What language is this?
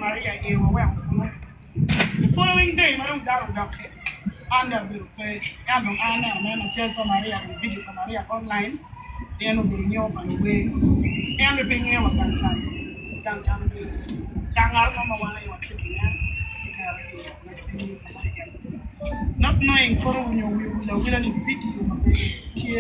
Acoli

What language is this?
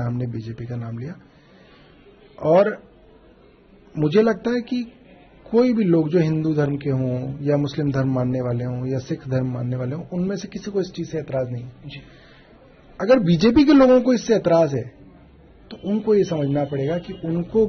Hindi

